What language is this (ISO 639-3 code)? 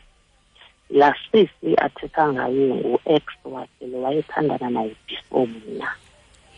xho